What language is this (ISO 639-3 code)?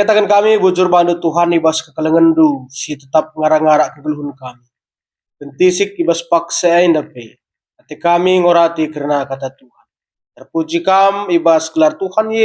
btx